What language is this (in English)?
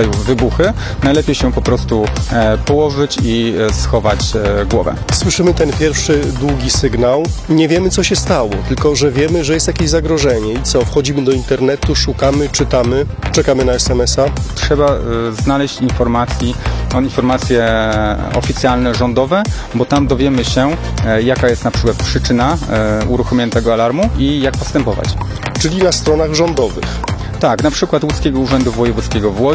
Polish